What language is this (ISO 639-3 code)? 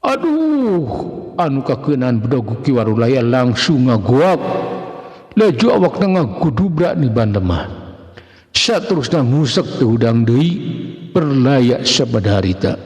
sun